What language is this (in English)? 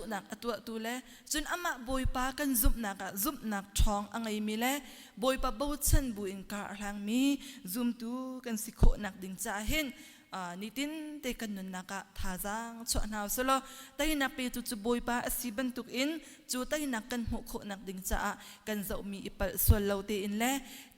Hakha Chin